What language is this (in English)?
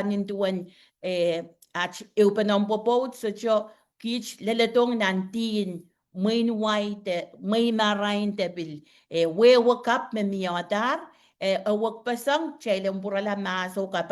Pohnpeian